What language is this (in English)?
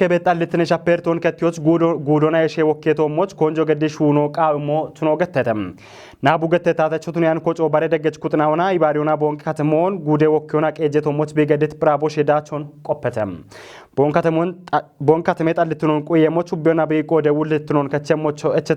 Kafa